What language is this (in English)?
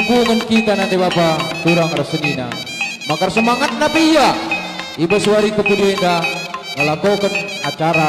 Batak Karo